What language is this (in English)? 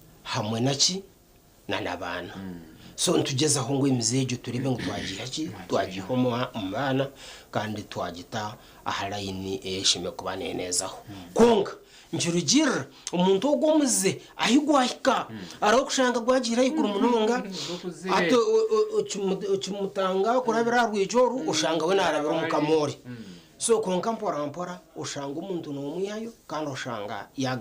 Nyankole